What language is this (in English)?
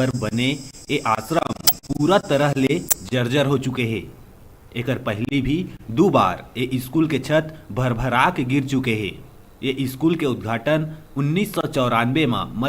Chhattisgarhi